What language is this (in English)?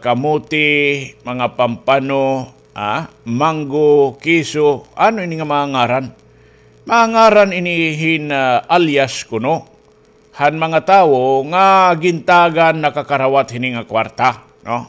Waray